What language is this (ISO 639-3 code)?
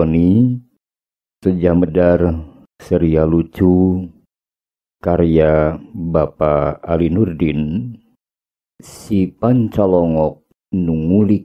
sun